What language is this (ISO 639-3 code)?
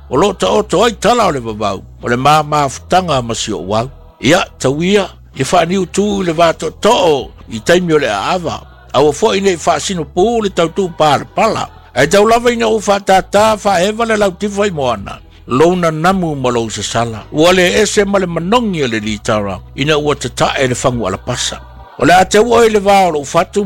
smo